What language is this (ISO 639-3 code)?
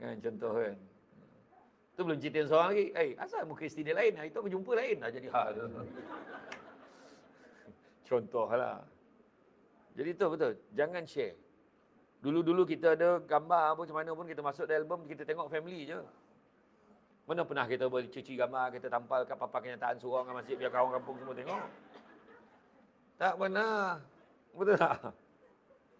msa